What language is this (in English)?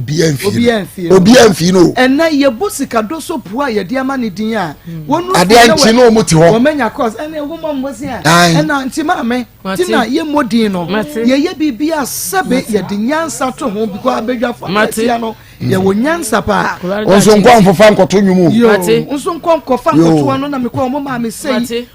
Akan